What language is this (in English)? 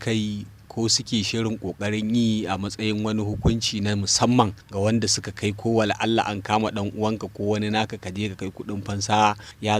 Hausa